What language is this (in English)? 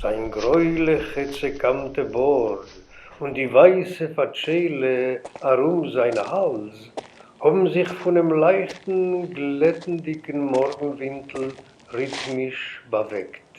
Yiddish